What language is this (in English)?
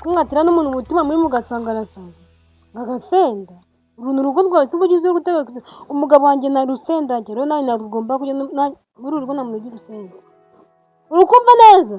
Kinyarwanda